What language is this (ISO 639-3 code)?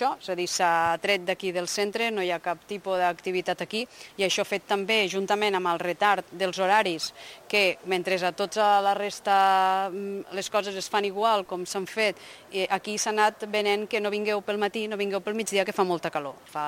cat